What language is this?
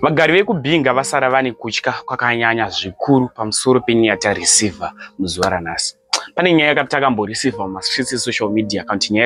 Shona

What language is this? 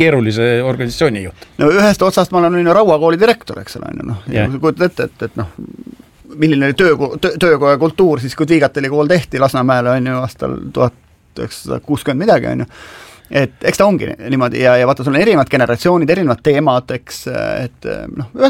Estonian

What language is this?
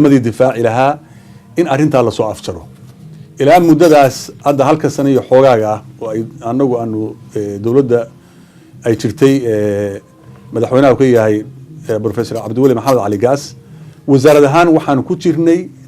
Somali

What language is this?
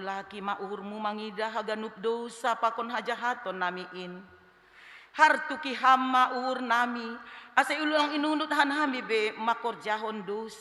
Batak Simalungun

